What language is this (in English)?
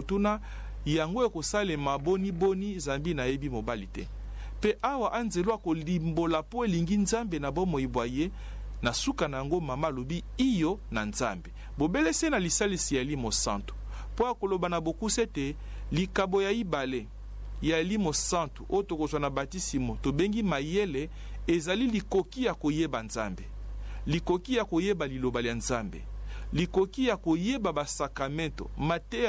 Lingala